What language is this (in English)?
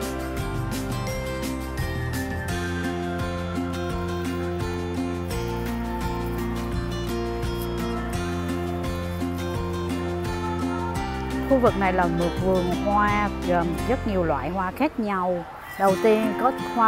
Vietnamese